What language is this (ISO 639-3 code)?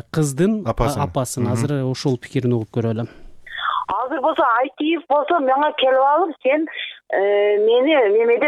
kir